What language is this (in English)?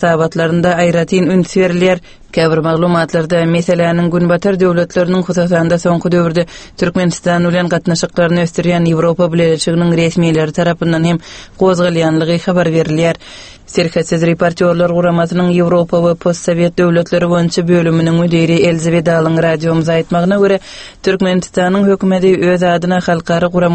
Turkmen